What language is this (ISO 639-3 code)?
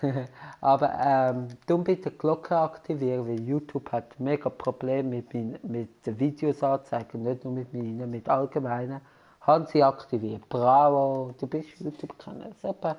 gsw